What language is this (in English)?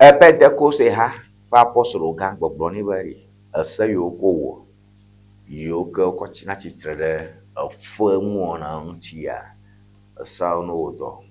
Ewe